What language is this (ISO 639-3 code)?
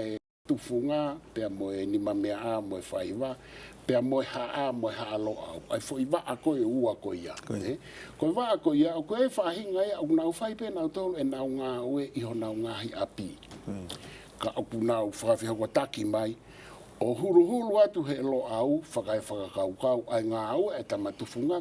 ton